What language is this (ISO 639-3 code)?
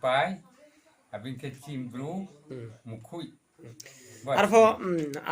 ria